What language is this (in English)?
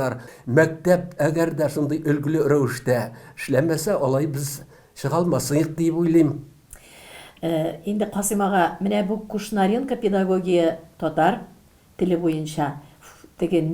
Tatar